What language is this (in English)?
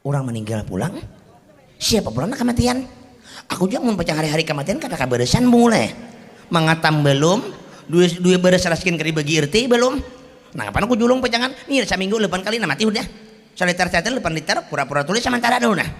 Banjar